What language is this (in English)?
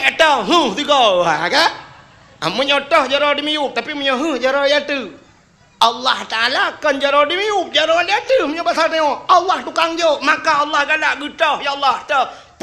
Achinese